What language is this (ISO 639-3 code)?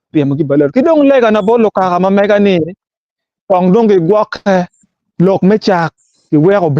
ach